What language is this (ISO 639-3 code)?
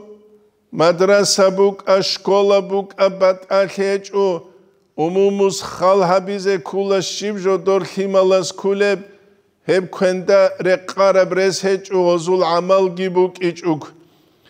ava